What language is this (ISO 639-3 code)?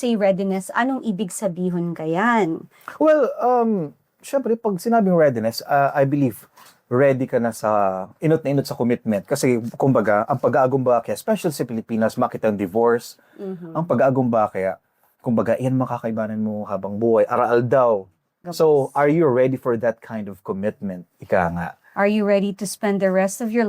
bik